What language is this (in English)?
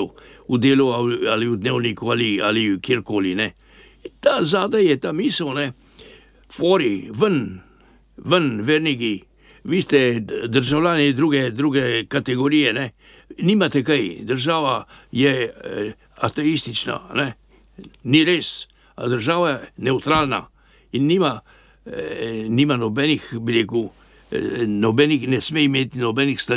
Slovenian